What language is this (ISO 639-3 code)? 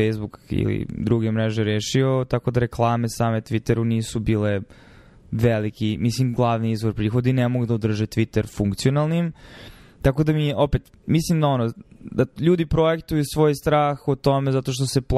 srp